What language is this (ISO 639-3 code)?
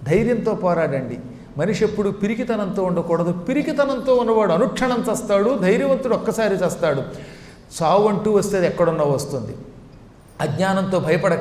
tel